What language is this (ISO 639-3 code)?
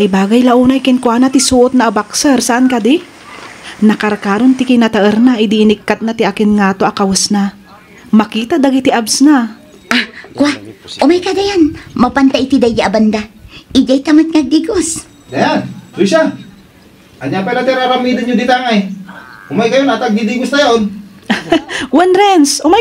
ilo